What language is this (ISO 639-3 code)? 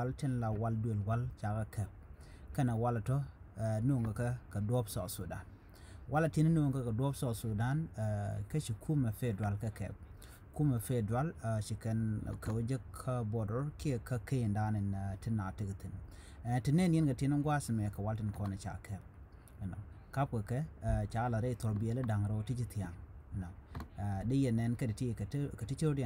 nus